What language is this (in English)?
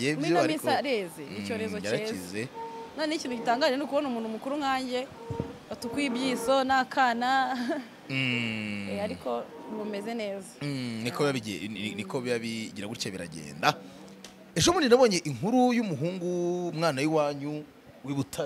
Kinyarwanda